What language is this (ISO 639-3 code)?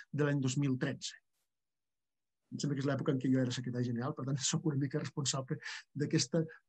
cat